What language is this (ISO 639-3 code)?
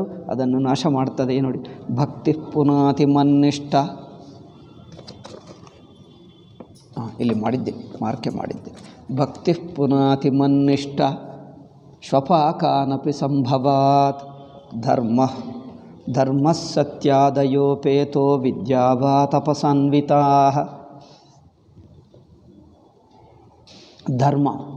kan